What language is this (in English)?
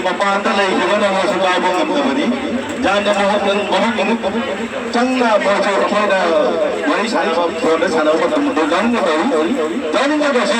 Manipuri